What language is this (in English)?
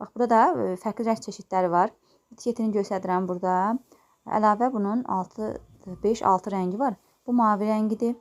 Azerbaijani